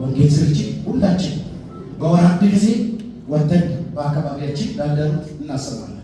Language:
Amharic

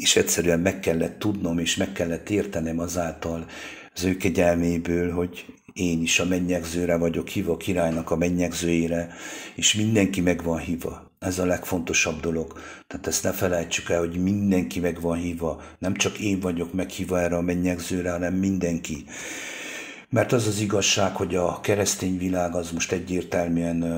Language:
Hungarian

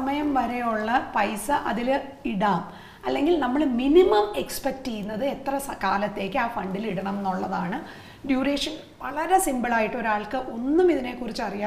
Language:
Malayalam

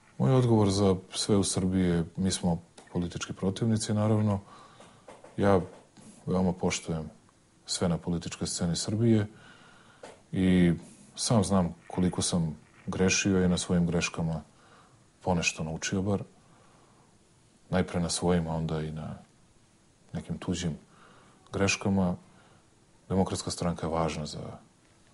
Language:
Serbian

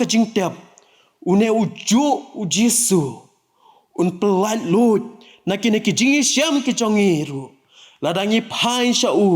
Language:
Khasi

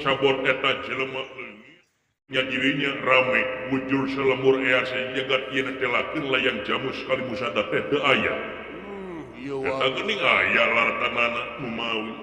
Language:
Sundanese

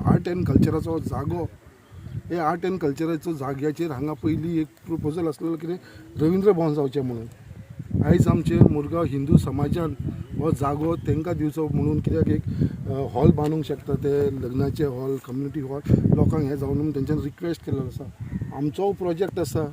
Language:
Konkani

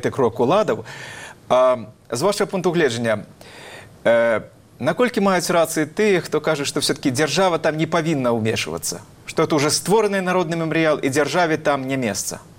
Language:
Belarusian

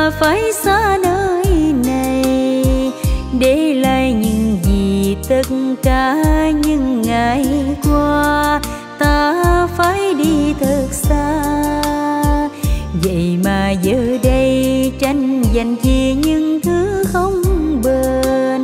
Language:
Vietnamese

